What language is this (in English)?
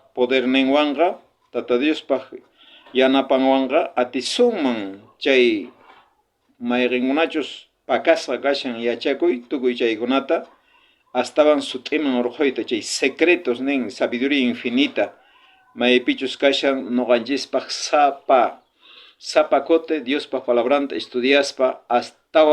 South Bolivian Quechua